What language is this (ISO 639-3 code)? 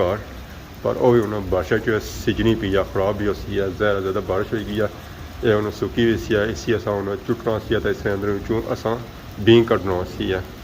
phr